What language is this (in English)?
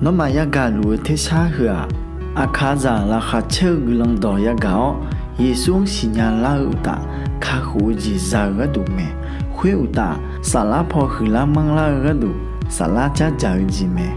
Akha